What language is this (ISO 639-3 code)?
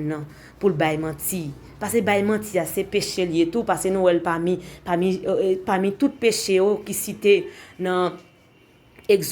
hat